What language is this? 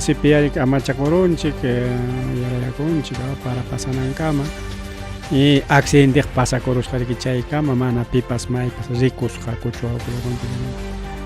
Ayacucho Quechua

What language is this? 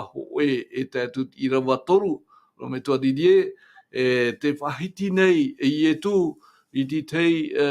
Tahitian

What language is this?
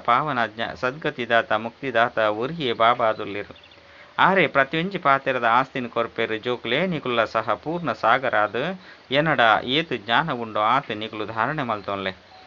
Tulu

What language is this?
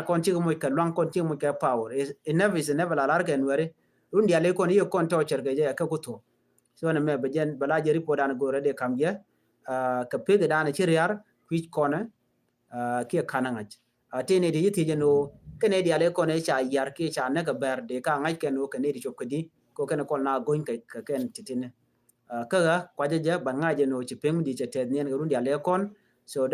Nuer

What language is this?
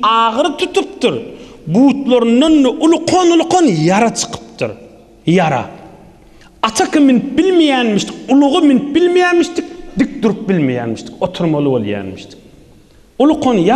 Turkmen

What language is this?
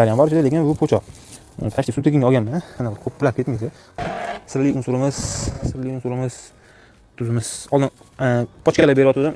Uzbek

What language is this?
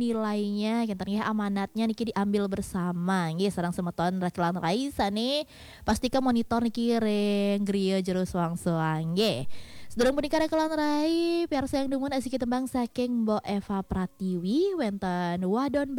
Balinese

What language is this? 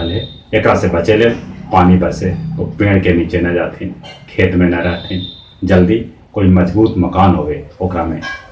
Magahi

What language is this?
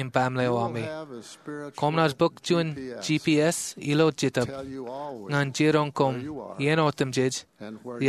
Marshallese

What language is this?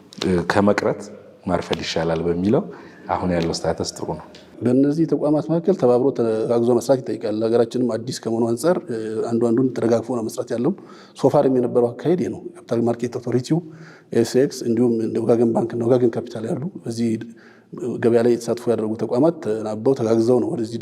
Amharic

